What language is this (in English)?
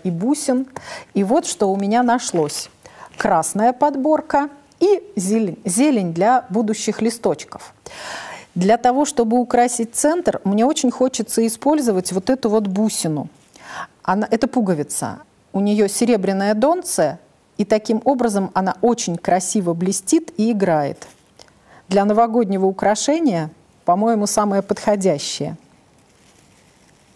Russian